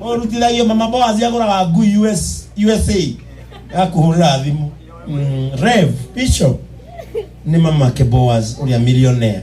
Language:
Kikuyu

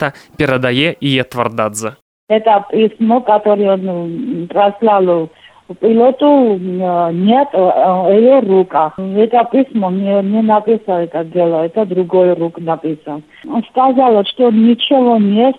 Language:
Belarusian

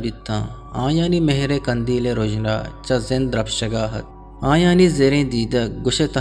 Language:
Eastern Balochi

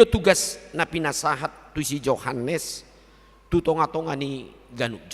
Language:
Batak Toba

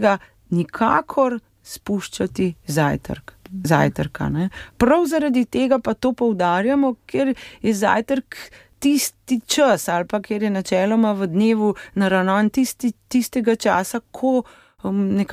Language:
Slovenian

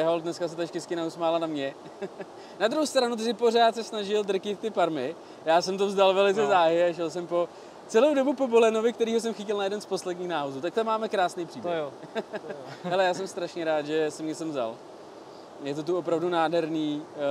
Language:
Czech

